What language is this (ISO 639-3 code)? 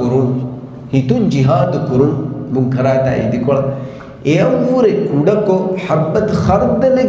div